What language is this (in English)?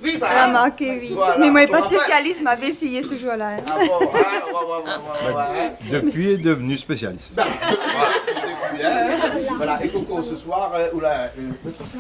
Réunion Creole French